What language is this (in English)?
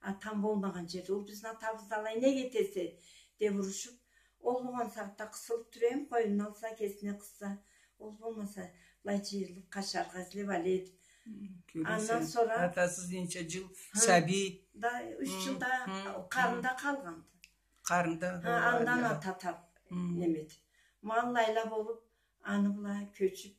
Karachay-Balkar